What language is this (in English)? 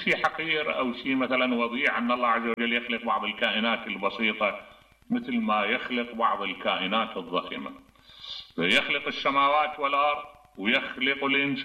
Mesopotamian Arabic